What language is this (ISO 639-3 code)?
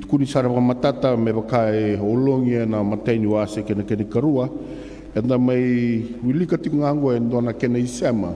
fij